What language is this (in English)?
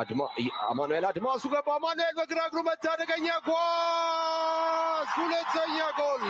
Amharic